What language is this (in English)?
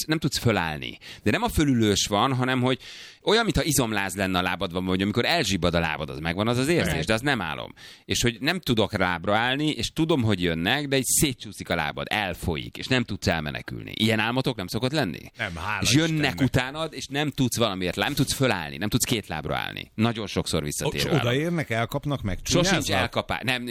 Hungarian